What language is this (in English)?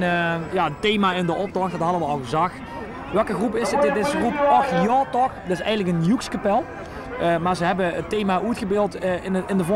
Limburgish